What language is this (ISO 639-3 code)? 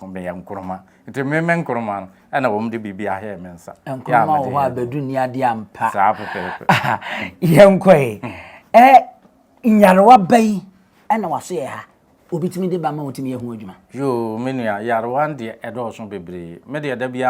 aka